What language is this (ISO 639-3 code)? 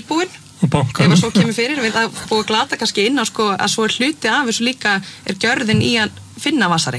isl